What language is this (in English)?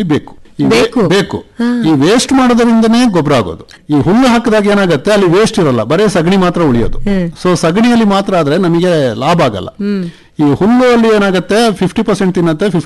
Kannada